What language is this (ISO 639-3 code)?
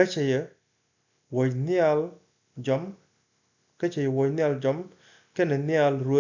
nus